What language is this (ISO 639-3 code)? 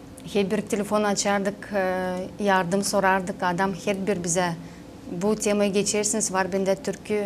gag